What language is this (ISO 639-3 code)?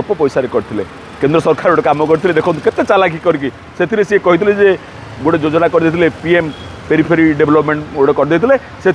ori